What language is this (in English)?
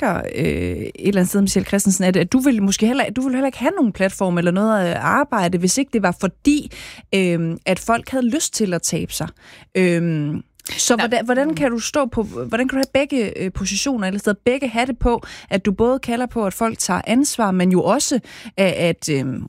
Danish